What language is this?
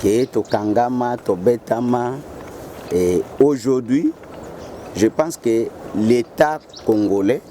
Lingala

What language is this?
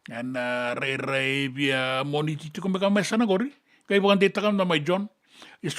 Fijian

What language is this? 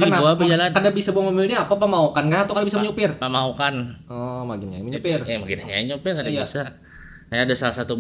Banjar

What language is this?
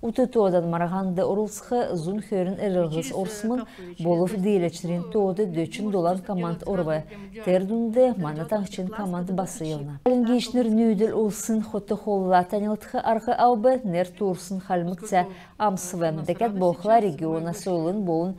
Kalmyk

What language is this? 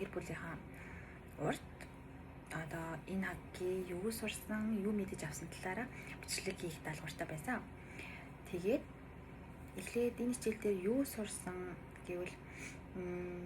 Mongolian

